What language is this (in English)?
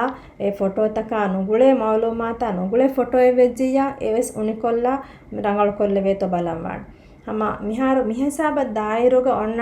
Divehi